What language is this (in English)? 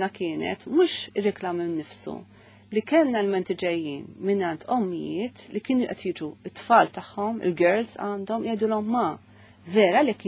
Maltese